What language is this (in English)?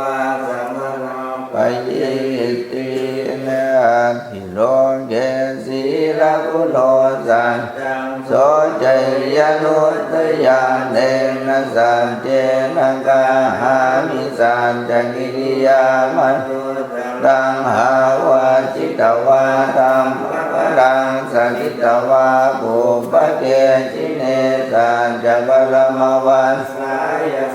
Pali